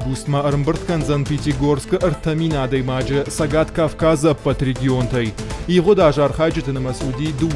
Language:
Ossetic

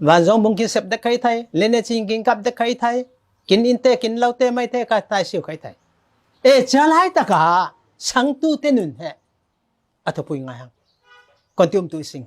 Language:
Falam Chin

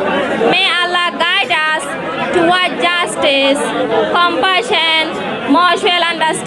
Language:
Rohingya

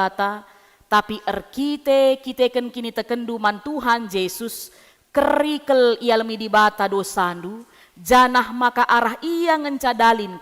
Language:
Batak Karo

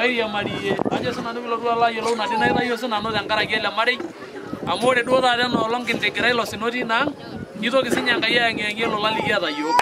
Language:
Masai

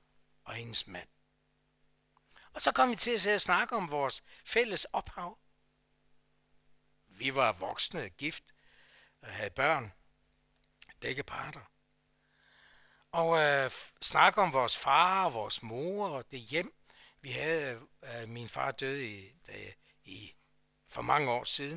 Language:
Danish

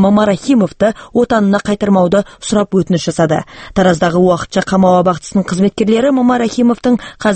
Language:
Kazakh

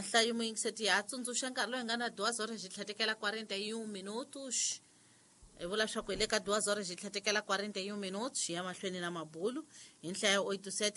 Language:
Tsonga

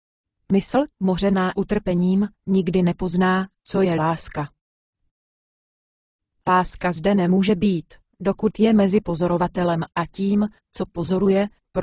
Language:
Czech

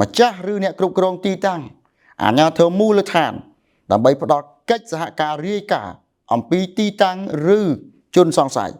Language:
Khmer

